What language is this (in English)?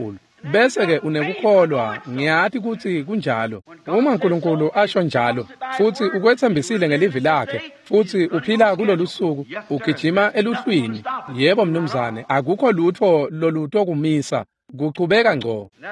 Swati